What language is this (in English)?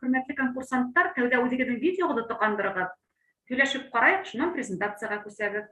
Bashkir